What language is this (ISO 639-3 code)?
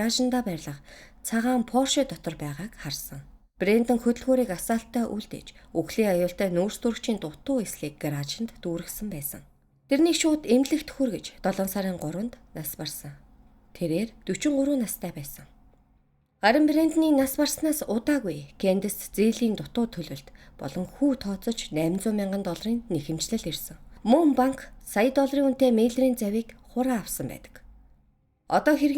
mon